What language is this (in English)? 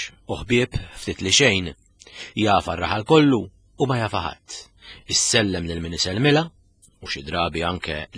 Maltese